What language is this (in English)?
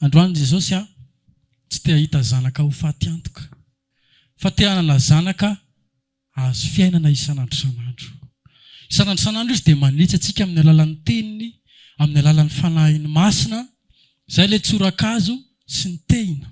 Malagasy